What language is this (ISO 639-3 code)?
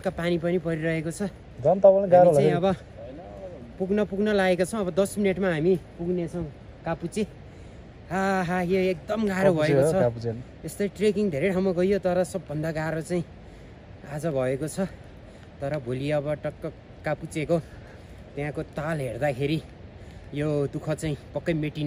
nep